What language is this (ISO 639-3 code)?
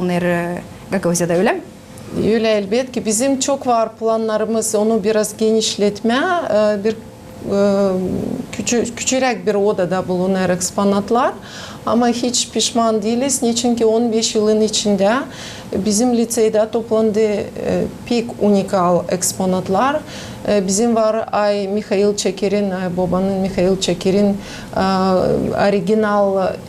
gag